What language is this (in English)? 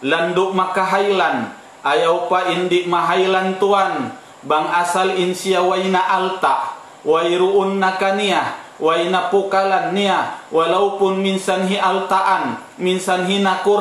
Tausug